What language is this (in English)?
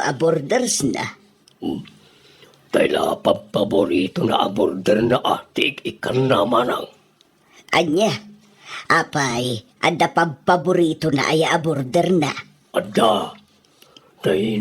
Iloko